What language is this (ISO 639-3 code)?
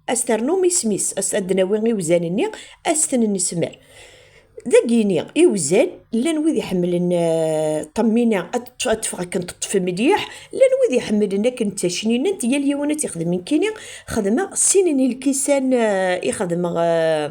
kab